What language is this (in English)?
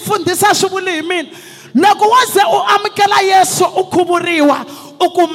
Tsonga